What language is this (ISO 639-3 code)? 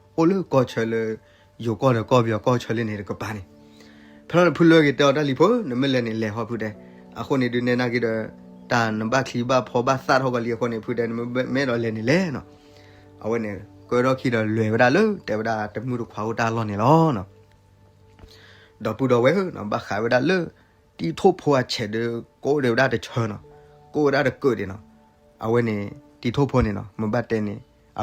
ksw